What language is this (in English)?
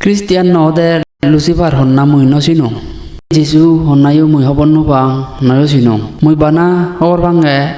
Chakma